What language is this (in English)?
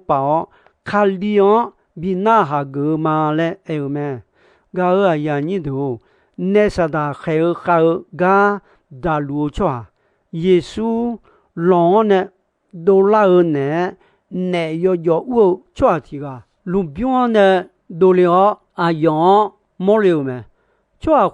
Akha